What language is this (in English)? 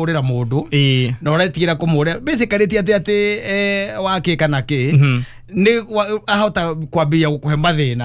Kikuyu